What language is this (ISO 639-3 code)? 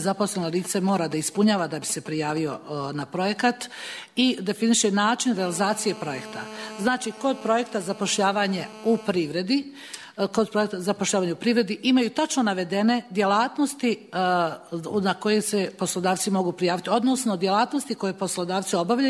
srp